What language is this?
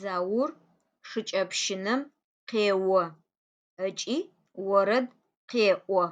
Adyghe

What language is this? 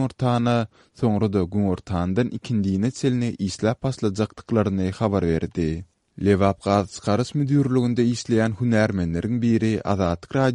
Turkmen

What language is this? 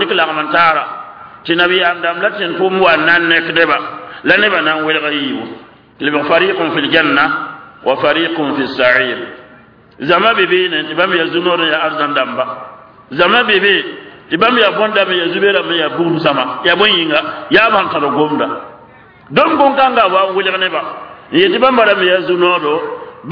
Mossi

